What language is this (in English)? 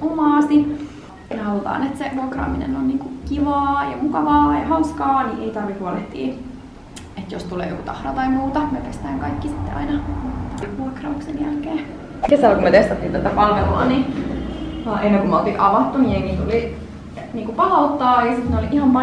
Finnish